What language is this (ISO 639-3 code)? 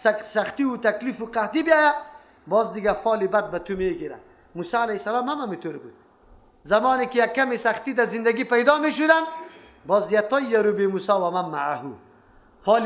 fas